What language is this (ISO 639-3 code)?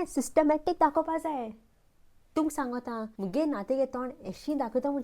kok